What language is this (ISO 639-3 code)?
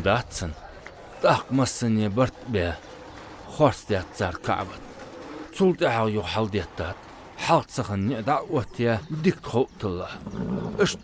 inh